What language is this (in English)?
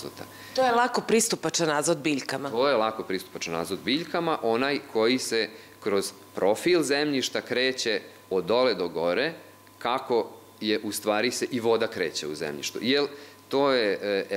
Serbian